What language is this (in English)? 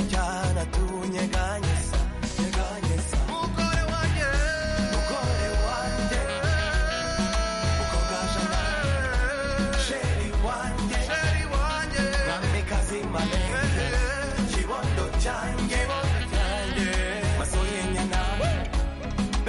Kinyarwanda